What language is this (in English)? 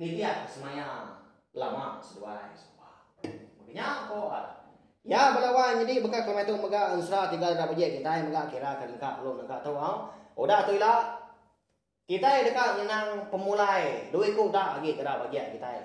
Iban